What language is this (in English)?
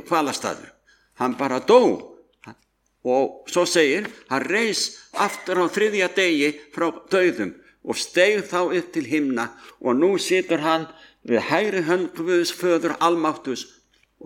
Icelandic